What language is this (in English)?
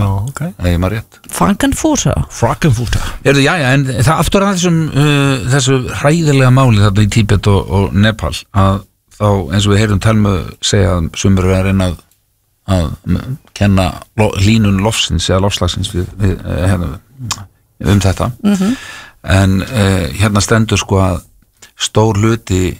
Icelandic